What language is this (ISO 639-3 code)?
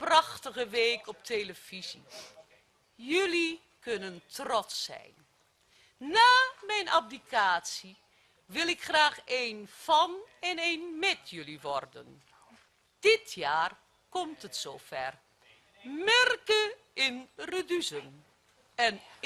fry